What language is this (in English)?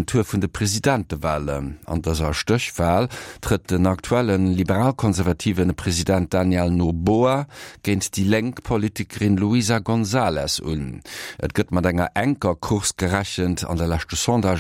Luxembourgish